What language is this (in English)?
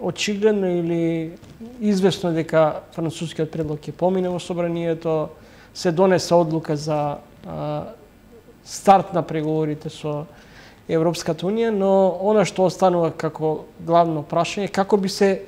Macedonian